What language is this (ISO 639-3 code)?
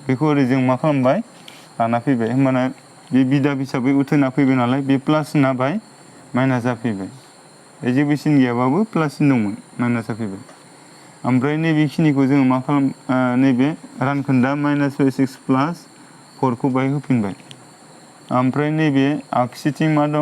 brx